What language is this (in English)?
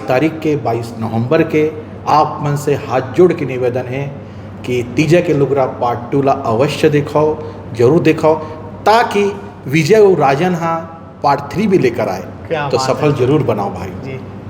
Chhattisgarhi